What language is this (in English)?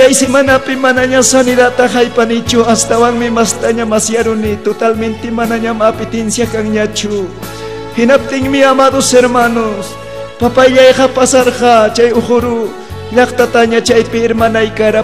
Ayacucho Quechua